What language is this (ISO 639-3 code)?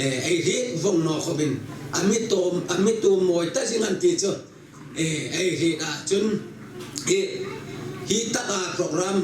hmr